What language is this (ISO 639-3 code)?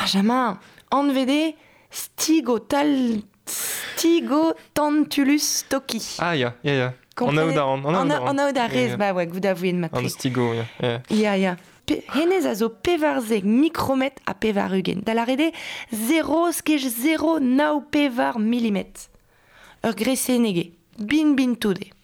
bre